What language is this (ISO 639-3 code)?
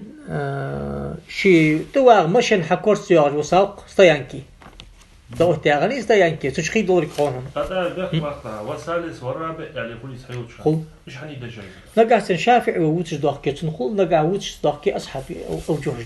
inh